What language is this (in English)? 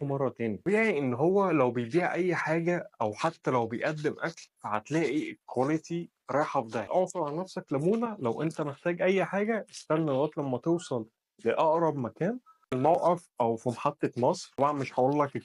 Egyptian Arabic